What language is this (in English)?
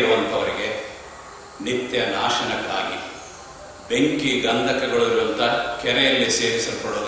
Kannada